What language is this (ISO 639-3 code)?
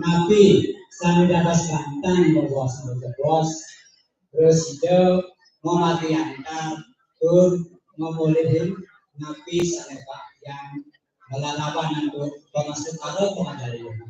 ban